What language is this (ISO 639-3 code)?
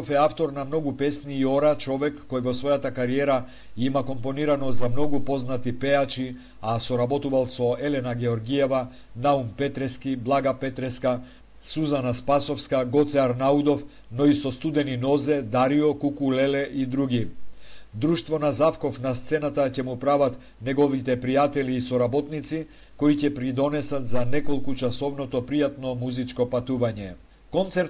mkd